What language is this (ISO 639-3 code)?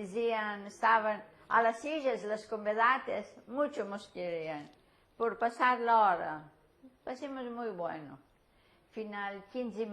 lad